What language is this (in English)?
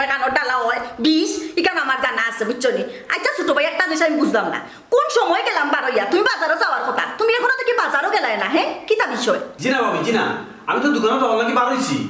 Sylheti